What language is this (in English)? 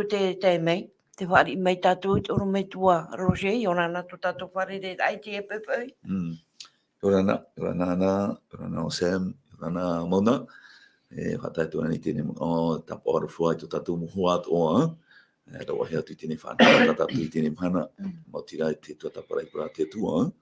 Tahitian